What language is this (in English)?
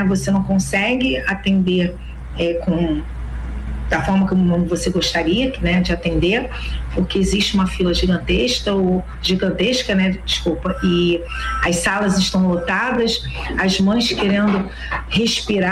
Portuguese